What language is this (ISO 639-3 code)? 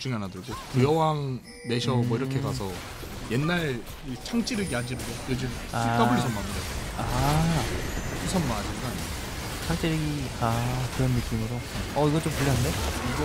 kor